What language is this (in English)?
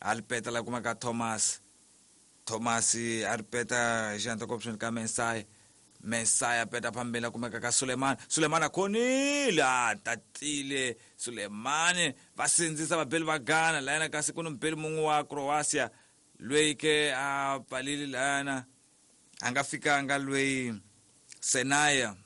Tsonga